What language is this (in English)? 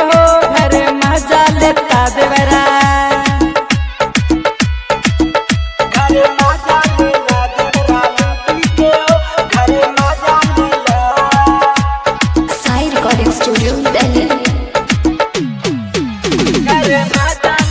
Bhojpuri